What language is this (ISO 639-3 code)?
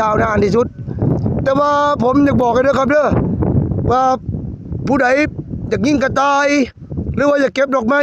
tts